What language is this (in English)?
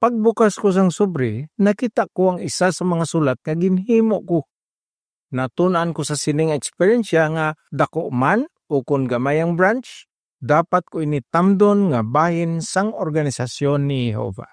Hiligaynon